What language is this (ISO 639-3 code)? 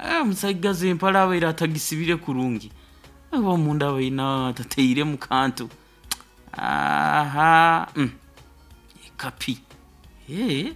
nyo